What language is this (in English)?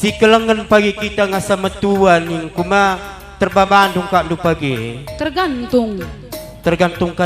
Batak Karo